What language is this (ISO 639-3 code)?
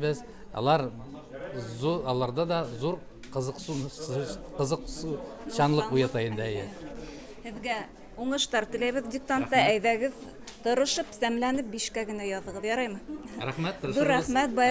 bak